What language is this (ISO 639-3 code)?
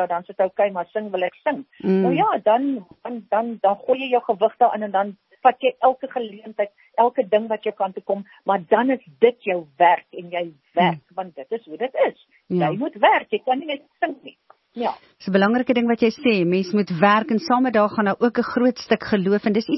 afr